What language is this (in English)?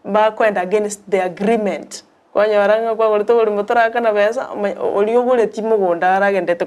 Gusii